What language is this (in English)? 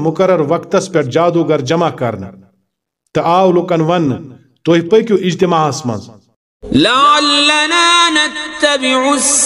Kashmiri